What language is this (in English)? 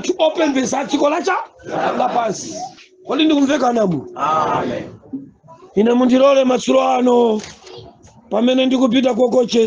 Nyanja